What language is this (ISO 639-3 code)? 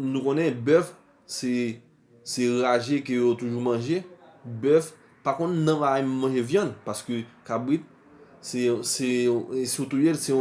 hat